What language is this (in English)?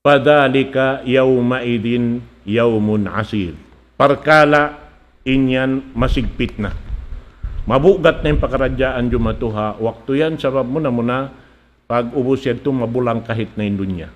Tausug